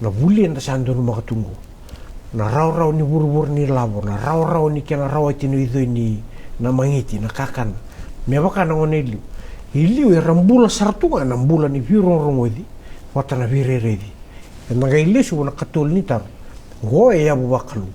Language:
Fijian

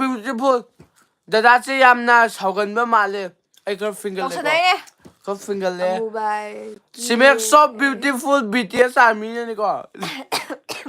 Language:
Manipuri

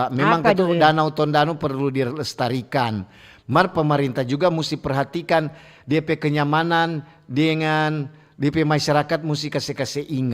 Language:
Manado Malay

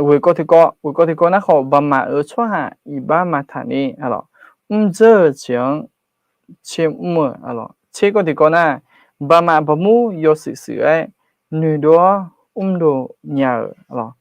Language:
Akha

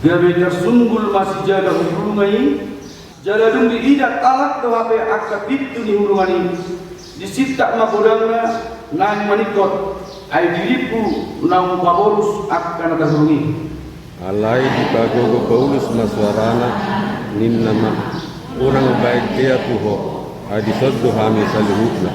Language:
Batak Toba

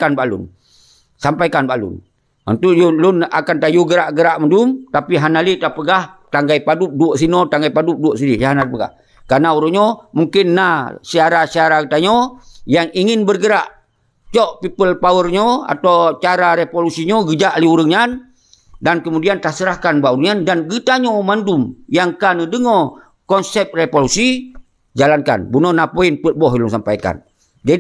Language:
Achinese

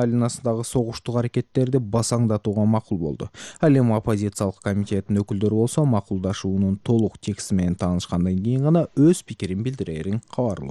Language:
Kyrgyz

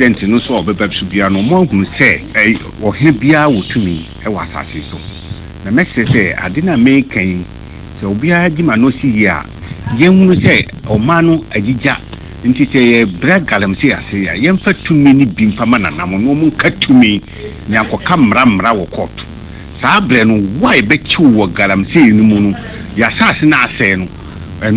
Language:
Akan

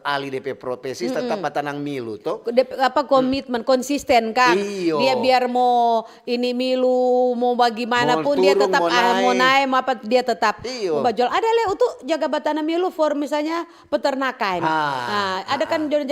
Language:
Manado Malay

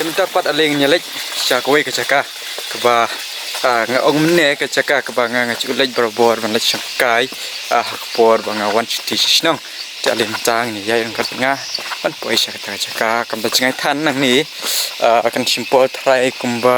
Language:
Khasi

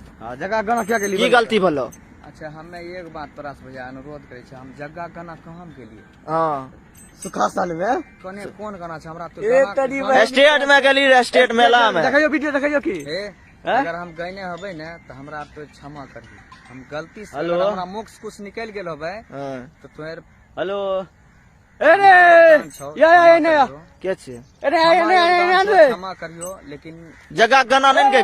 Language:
Maithili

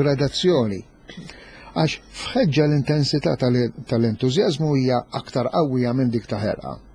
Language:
Maltese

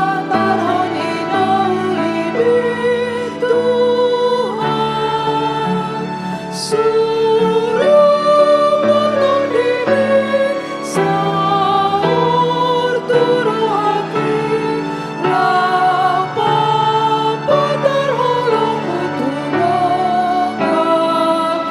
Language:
Batak Toba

